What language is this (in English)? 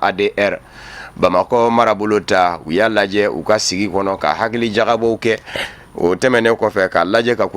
Bambara